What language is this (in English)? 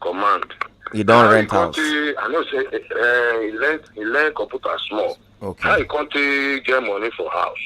Nigerian Pidgin